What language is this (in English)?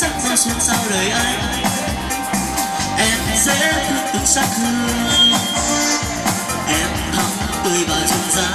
Vietnamese